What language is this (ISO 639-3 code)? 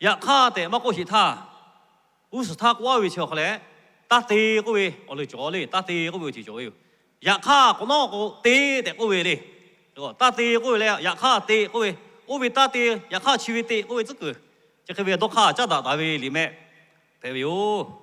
lhu